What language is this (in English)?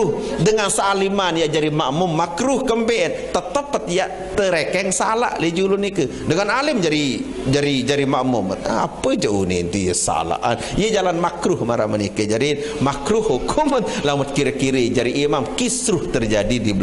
Sasak